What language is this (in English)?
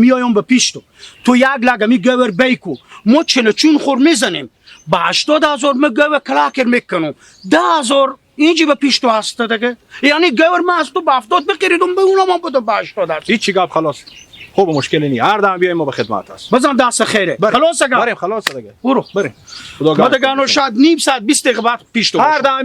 Hazaragi